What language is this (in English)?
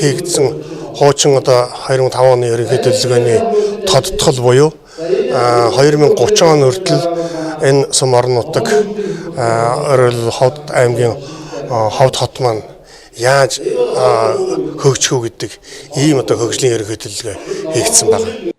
Mongolian